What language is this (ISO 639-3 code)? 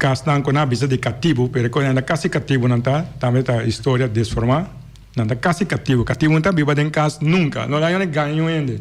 pap